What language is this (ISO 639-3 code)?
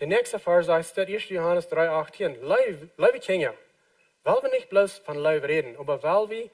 pdt